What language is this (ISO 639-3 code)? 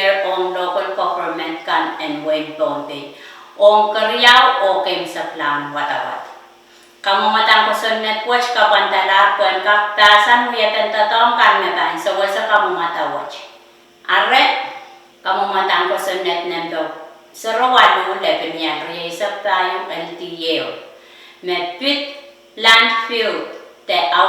pon